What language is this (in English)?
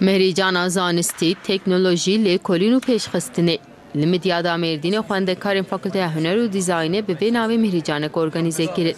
Kurdish